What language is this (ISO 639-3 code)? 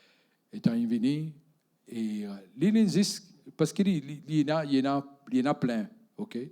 mfe